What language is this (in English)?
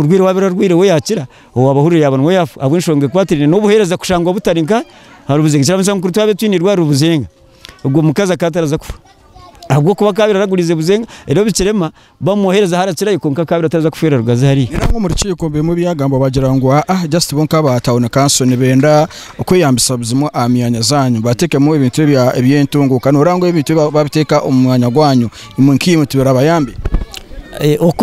Nyankole